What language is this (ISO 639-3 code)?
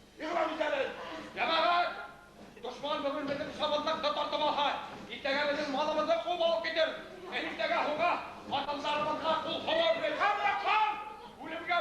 bak